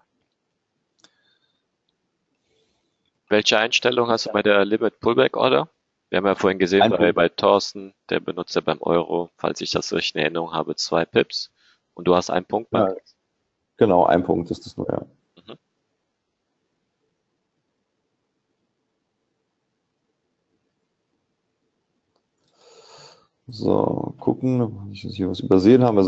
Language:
German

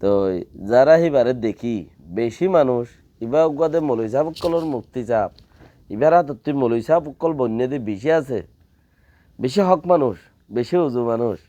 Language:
Rohingya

